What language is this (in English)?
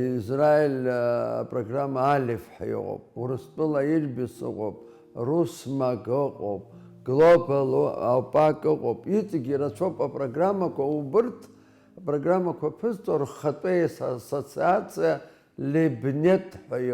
Abkhazian